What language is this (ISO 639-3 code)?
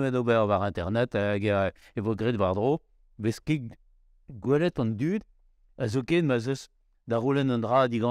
bre